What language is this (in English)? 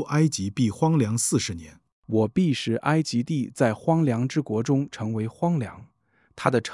Chinese